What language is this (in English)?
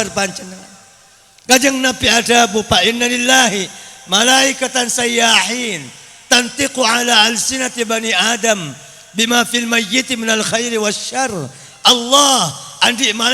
Madurese